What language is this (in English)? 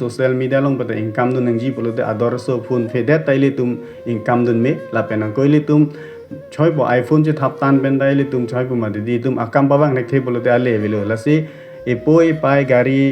Karbi